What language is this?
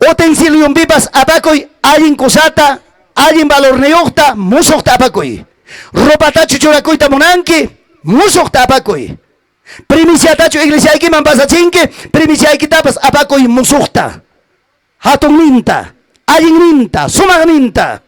Ayacucho Quechua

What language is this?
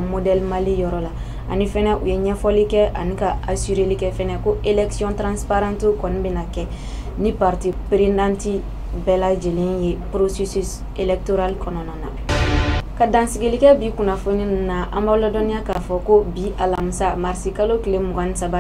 Bambara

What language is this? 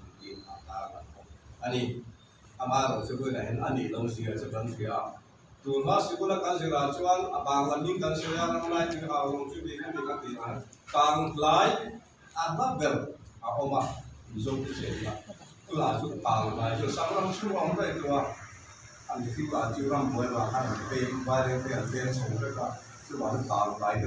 Mizo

